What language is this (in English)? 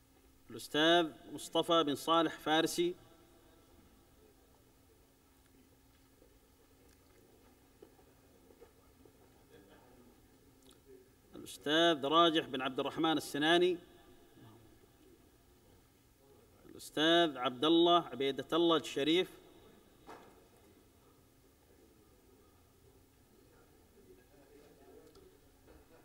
Arabic